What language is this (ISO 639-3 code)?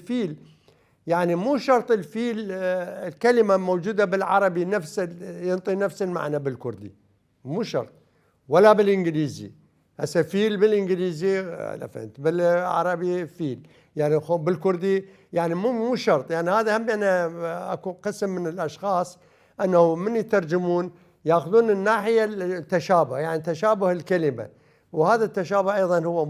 acm